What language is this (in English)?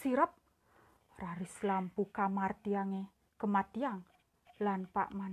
Balinese